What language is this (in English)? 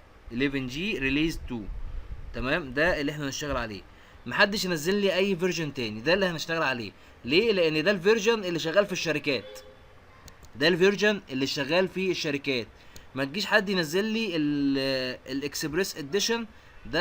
Egyptian Arabic